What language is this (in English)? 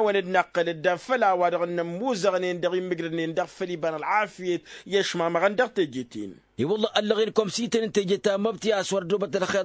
Tamasheq